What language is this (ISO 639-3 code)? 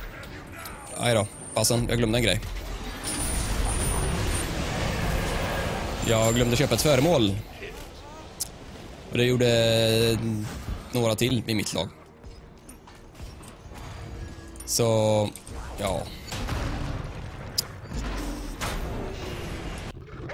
swe